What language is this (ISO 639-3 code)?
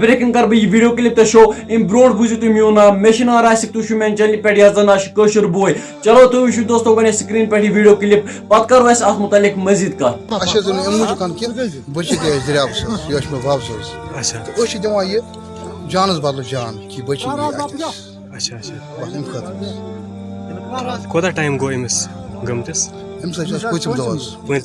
kas